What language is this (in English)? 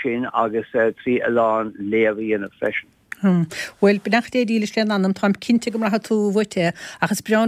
Irish